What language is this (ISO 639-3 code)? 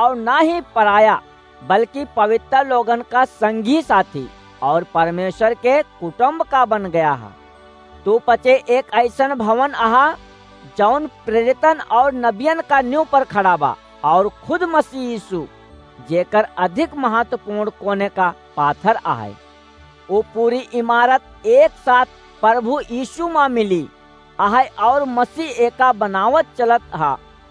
awa